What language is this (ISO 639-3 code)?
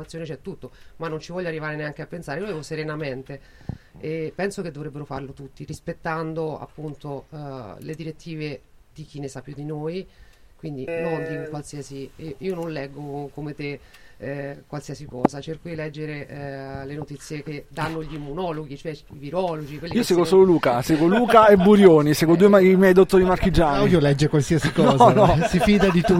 ita